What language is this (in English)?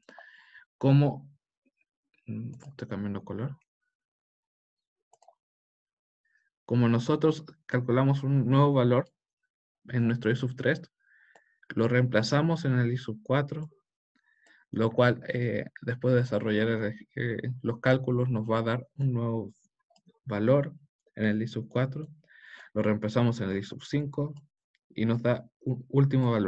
Spanish